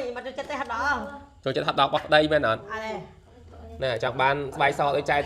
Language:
Khmer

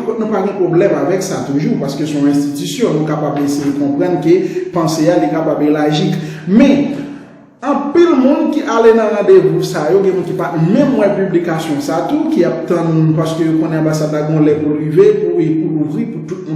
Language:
Haitian Creole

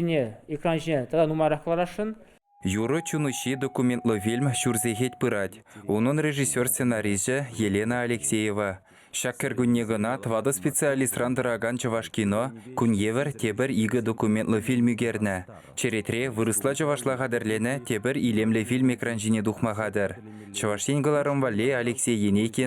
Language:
Chuvash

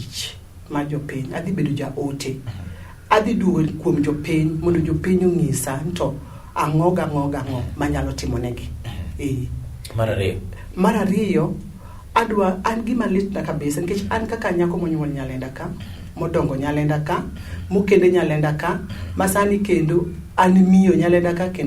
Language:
Luo (Kenya and Tanzania)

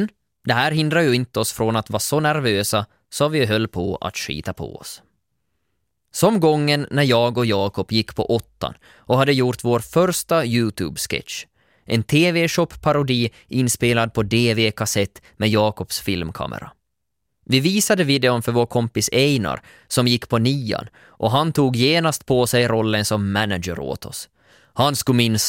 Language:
Swedish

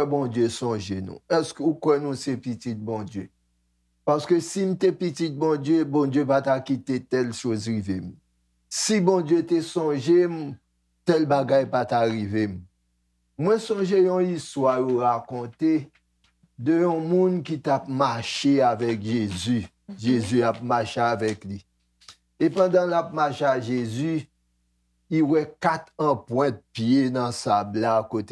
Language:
Haitian Creole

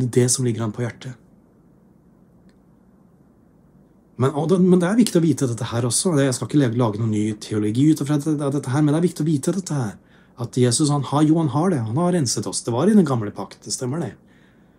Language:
Norwegian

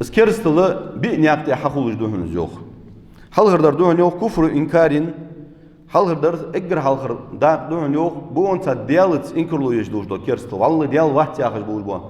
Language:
Ingush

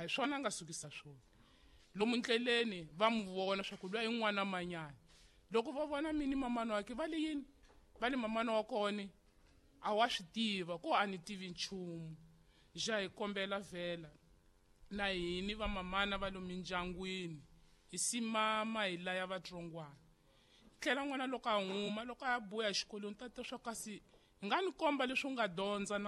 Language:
Tsonga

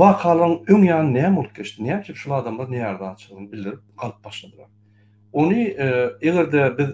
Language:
Turkmen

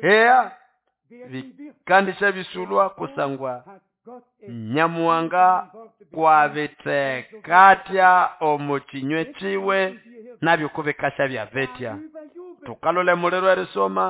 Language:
Nande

